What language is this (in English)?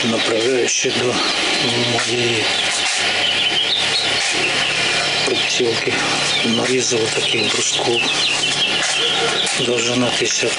Ukrainian